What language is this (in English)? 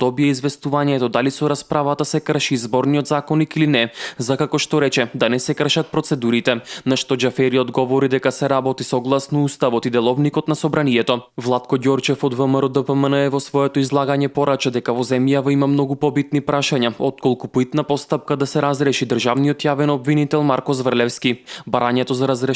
Macedonian